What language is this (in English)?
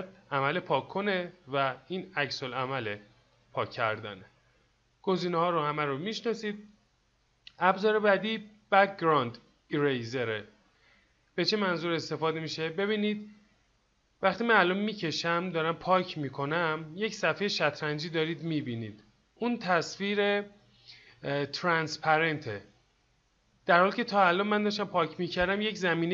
Persian